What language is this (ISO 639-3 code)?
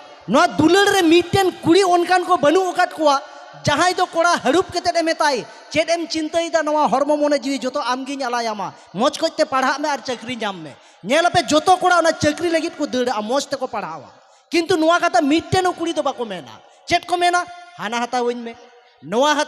sat